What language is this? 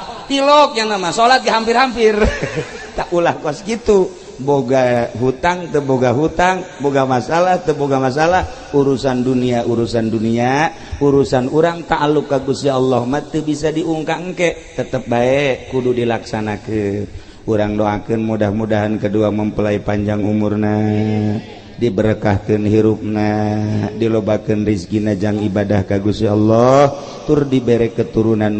Sundanese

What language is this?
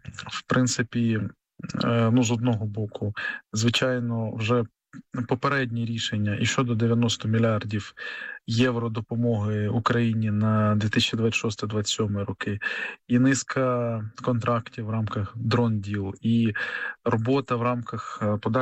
Ukrainian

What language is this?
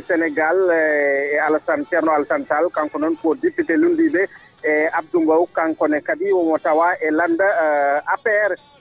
Fula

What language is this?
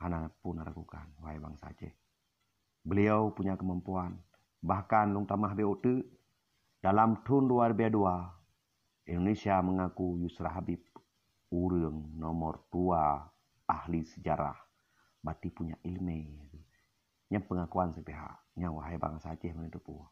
Achinese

